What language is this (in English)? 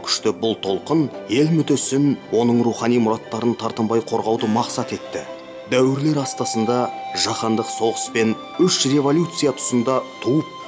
Kazakh